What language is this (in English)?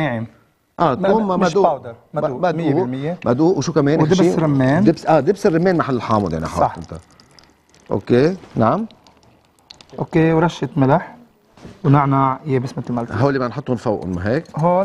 North Levantine Arabic